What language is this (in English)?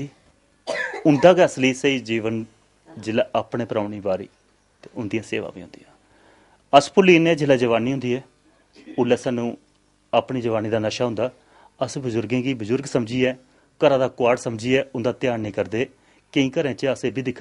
Dogri